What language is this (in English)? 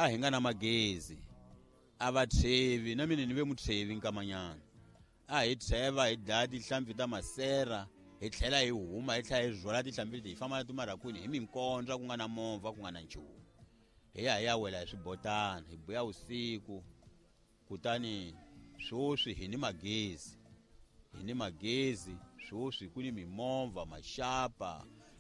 Tsonga